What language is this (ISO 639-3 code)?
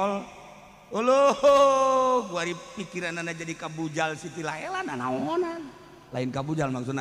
sun